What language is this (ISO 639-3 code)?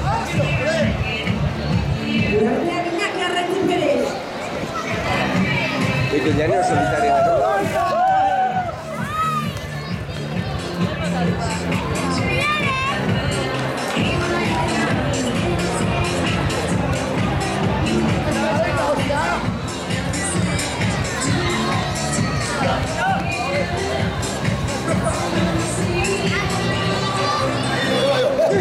eus